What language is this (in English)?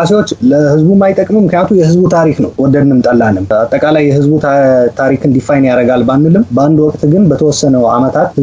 Amharic